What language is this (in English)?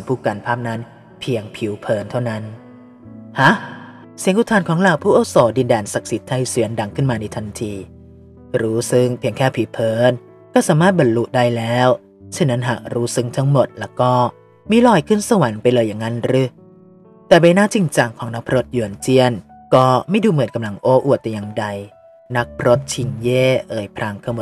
Thai